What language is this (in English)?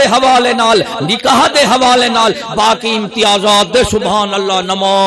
Saraiki